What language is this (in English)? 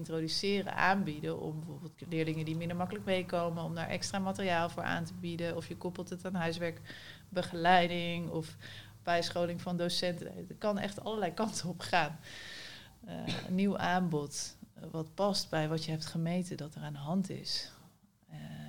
Dutch